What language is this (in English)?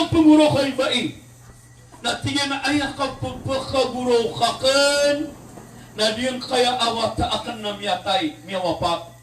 Maranao